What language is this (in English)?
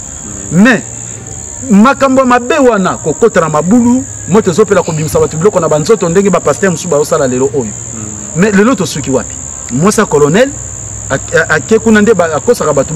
Lingala